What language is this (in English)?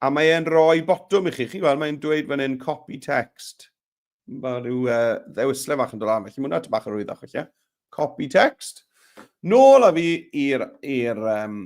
Welsh